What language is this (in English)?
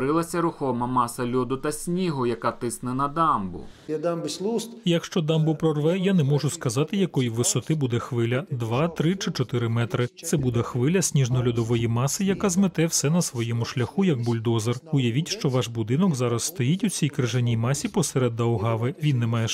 Ukrainian